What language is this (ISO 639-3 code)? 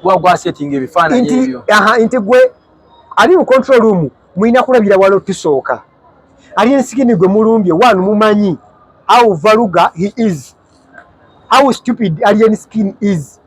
lug